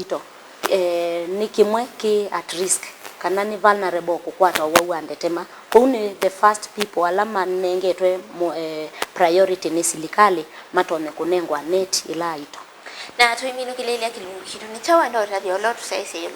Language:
Kamba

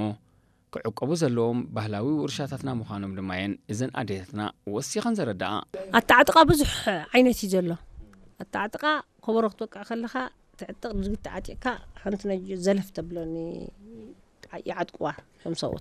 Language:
Tigrinya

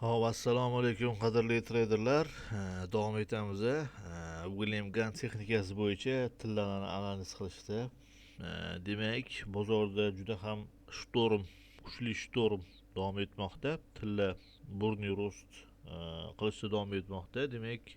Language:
Uzbek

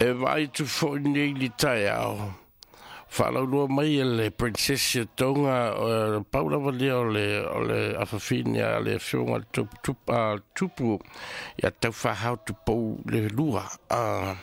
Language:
Samoan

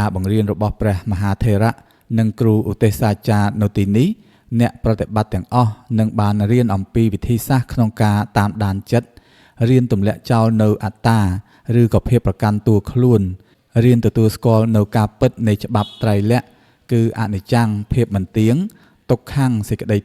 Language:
Khmer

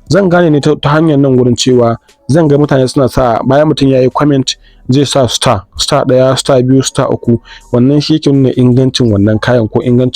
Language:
Hausa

